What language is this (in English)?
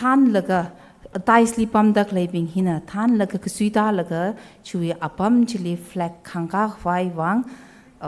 Tangkhul Naga (India)